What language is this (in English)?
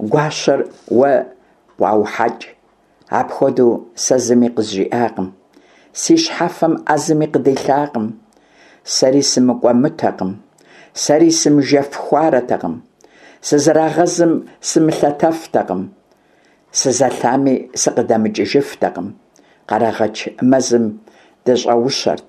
Kabardian